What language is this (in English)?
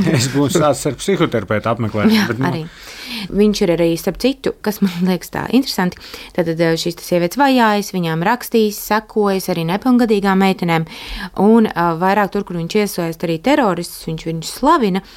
Latvian